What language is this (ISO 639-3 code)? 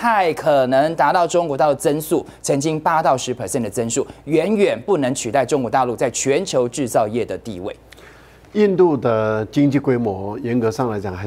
zho